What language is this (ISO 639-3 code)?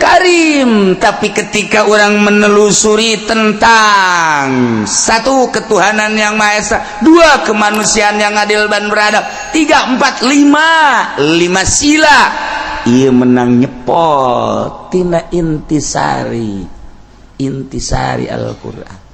sun